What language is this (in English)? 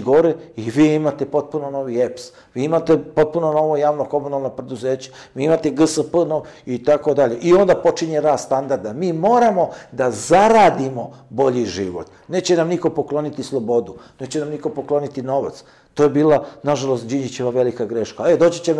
Serbian